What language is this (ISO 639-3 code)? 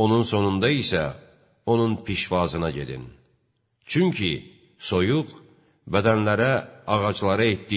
aze